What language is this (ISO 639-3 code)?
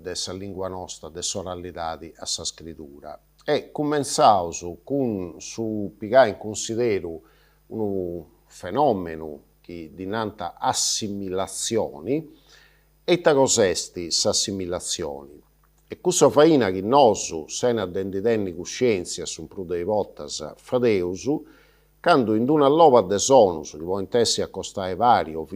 srd